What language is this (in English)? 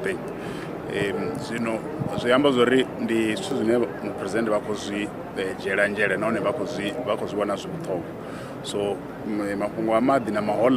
Venda